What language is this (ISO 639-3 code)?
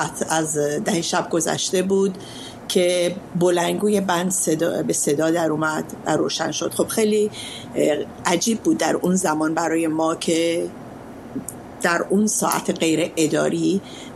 fas